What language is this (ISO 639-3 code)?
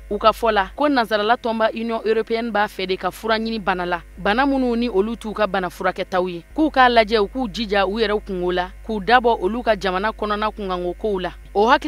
bam